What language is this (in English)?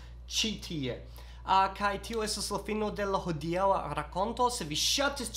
Esperanto